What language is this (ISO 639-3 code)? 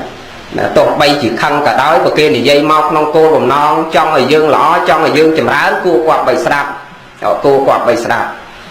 khm